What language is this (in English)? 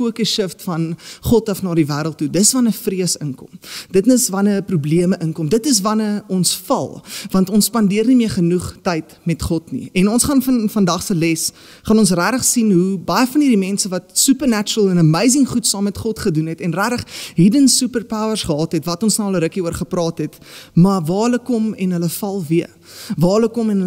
Afrikaans